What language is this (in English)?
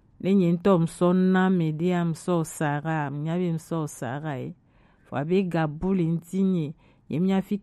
Gen